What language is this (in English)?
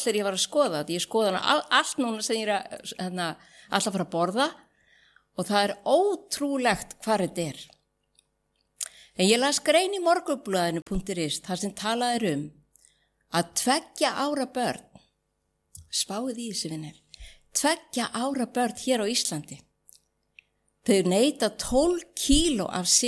Icelandic